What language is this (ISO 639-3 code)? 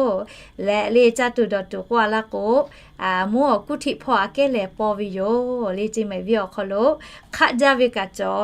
lhu